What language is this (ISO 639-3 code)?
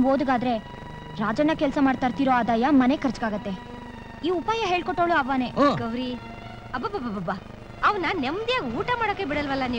kan